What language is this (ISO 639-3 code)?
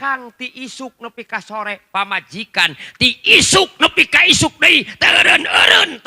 sun